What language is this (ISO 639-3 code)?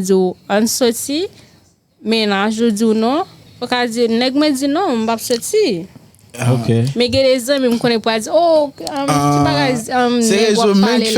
hat